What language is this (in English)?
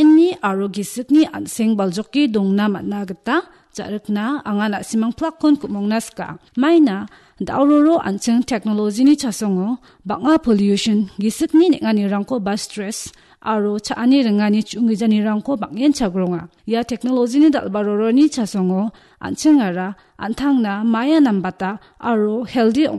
Garo